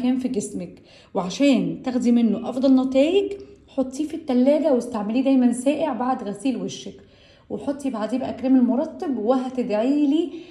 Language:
Egyptian Arabic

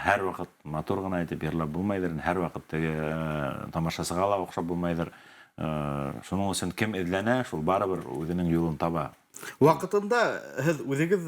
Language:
Bashkir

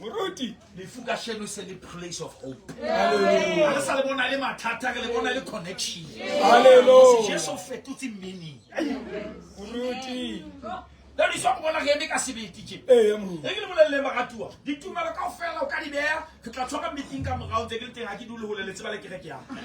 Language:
Southern Sotho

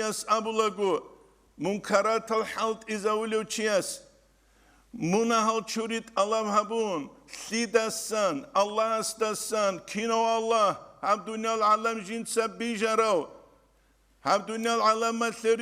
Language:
Avaric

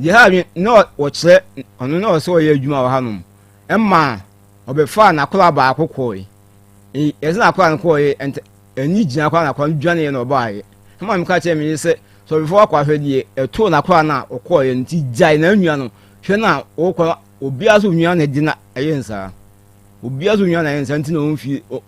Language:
Akan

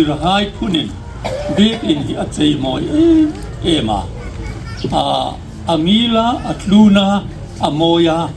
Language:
Hmar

